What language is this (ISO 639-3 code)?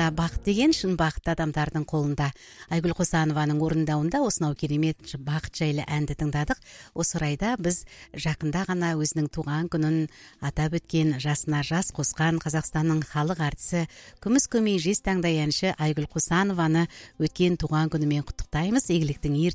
kaz